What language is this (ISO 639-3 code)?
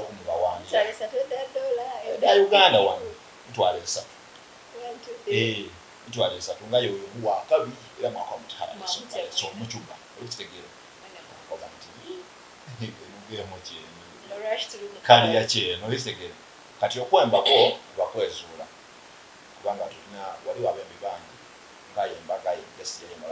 xog